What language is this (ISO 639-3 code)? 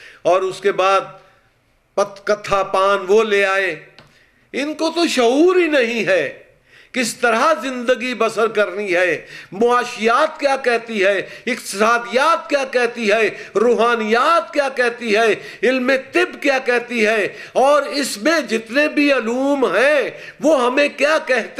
urd